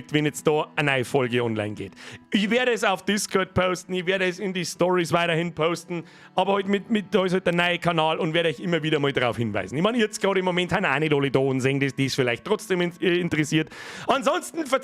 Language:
Bavarian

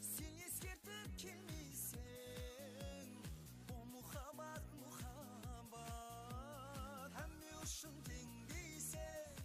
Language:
Kara-Kalpak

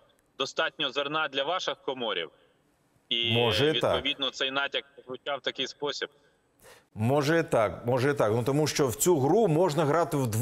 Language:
Ukrainian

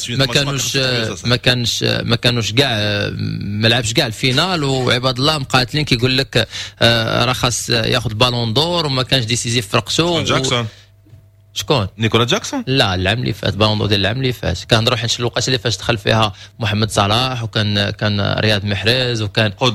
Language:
Moroccan Arabic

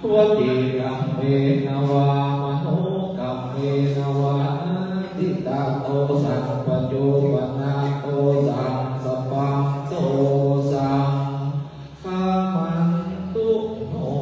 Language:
Pali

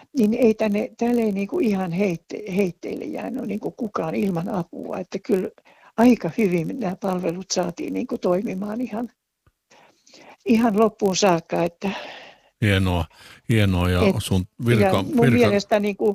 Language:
Finnish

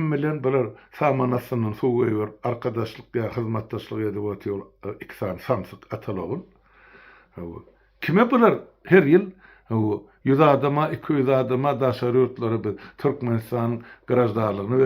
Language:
Turkmen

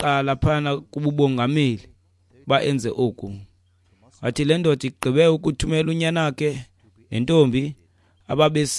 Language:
Xhosa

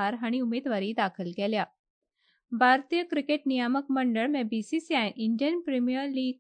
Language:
Konkani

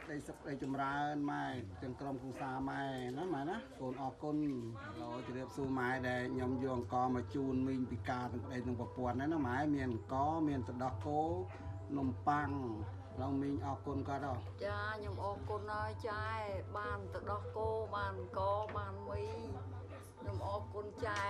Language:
Khmer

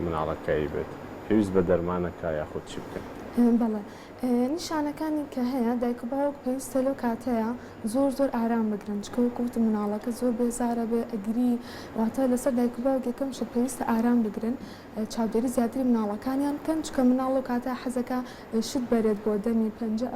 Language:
Central Kurdish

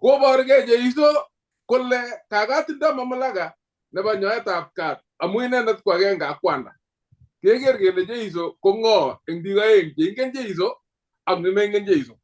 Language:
Kalenjin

